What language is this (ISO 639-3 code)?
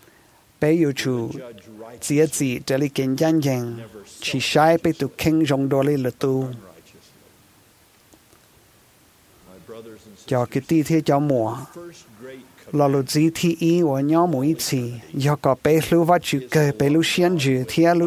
vie